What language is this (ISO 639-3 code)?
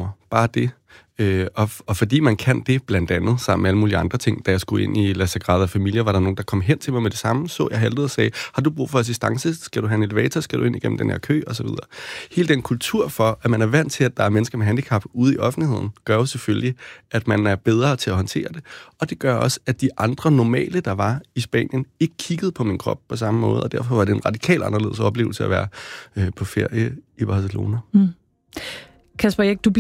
dan